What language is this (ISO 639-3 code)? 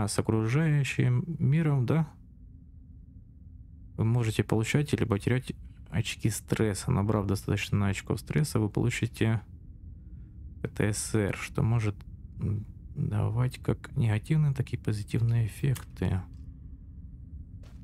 rus